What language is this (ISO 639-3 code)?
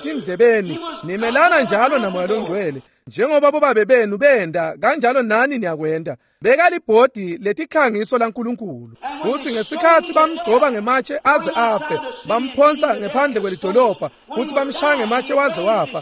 ssw